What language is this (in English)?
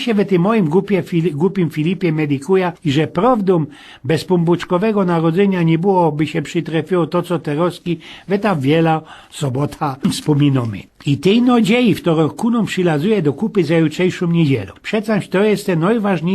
Silesian